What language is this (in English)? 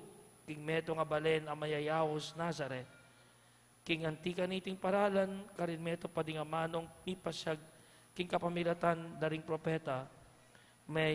Pampanga